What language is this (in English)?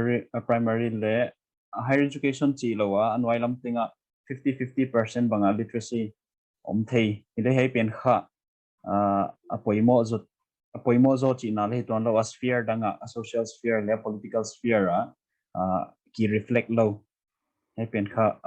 Paite Chin